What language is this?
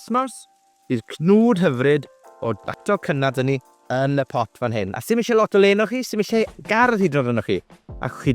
Welsh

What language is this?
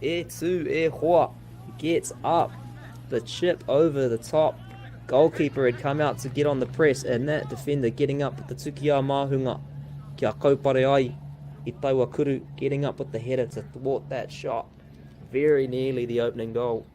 Māori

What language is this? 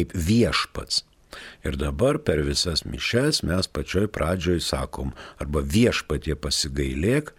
Lithuanian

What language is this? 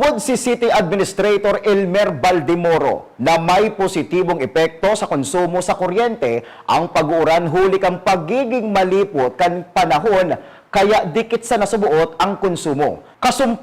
Bikol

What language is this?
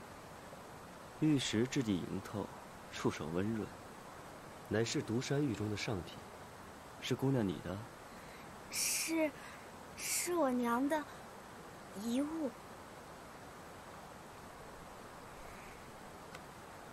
Chinese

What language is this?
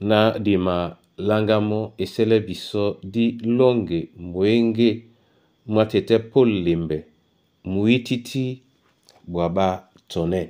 Duala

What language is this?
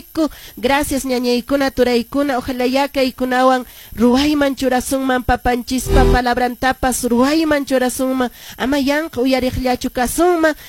Quechua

